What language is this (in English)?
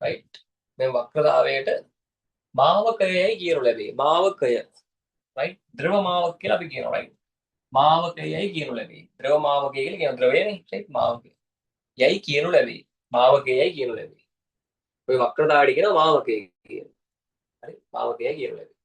Sinhala